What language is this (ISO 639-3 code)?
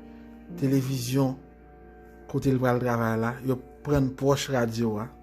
hat